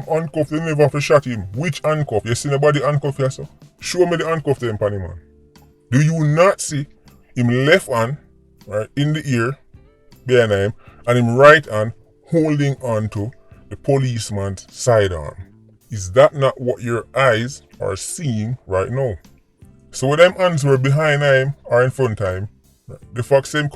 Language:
Jamaican Creole English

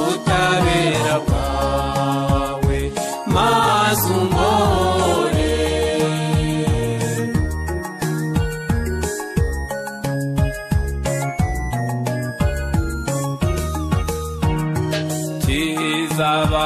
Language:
Kinyarwanda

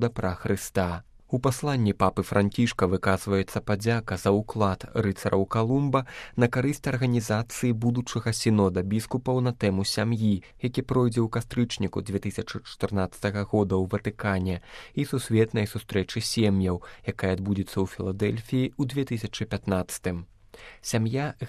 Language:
Belarusian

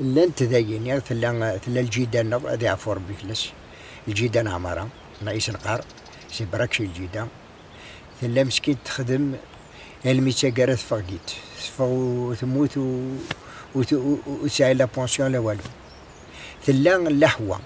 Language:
Kabyle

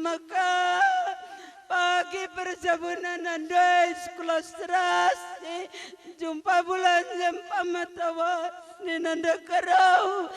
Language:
Batak Karo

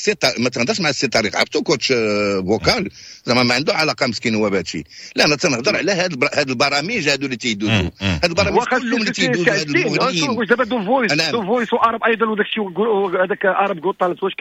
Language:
Moroccan Arabic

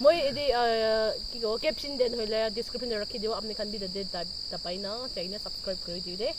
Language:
Naga Pidgin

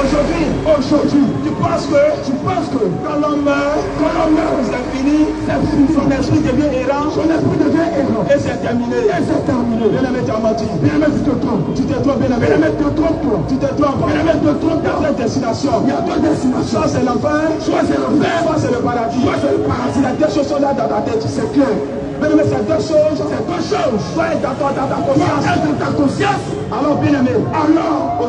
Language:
French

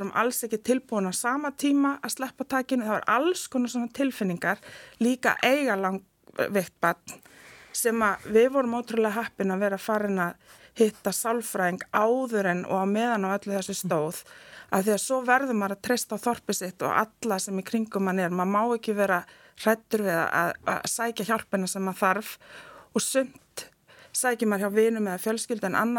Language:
Icelandic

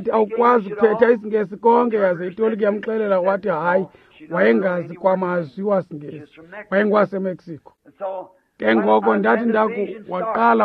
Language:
Xhosa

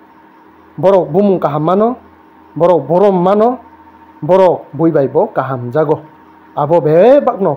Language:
Kok Borok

